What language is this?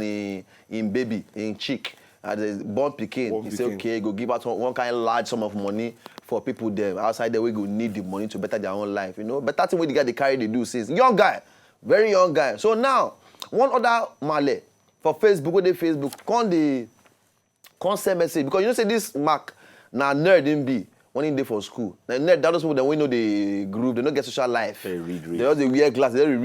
Nigerian Pidgin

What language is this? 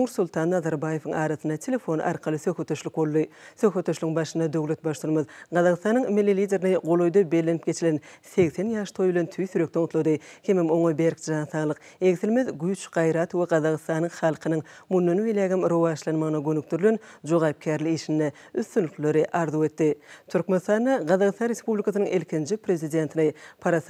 Turkmen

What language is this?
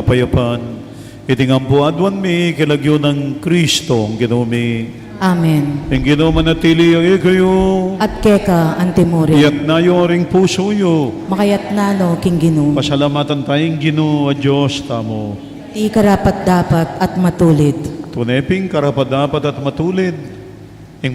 Pampanga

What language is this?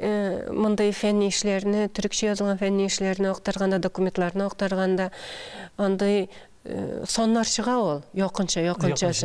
Tatar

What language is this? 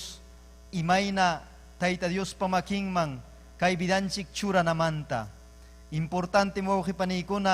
Ayacucho Quechua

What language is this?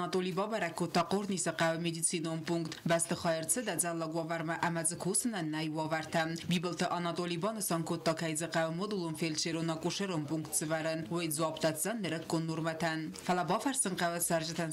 Ossetic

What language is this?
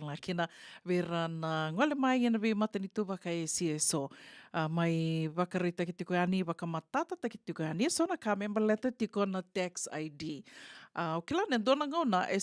Fijian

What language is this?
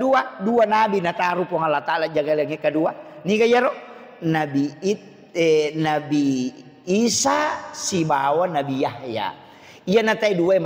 Buginese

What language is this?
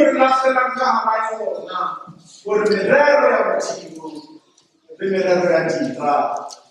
Southern Sotho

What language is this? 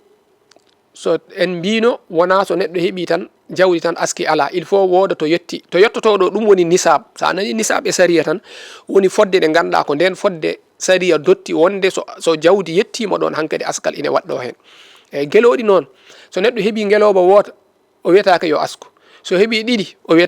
Fula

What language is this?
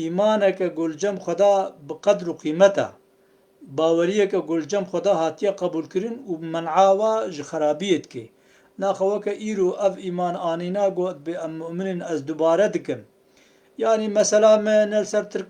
Kurdish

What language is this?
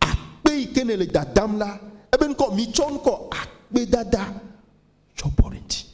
Ewe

